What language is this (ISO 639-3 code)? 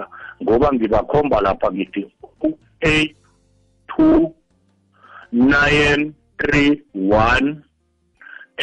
nbl